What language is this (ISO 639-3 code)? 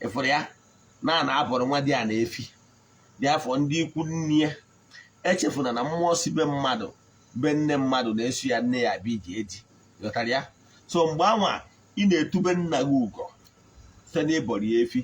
ibo